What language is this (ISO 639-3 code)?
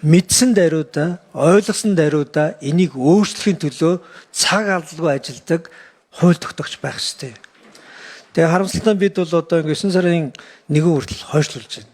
mon